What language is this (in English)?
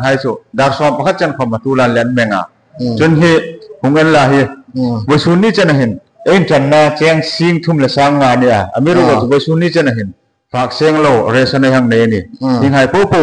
Hmar